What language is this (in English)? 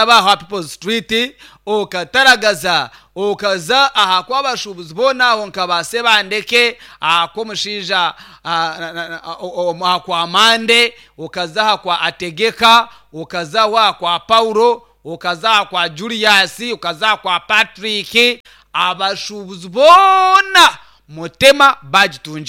Nyankole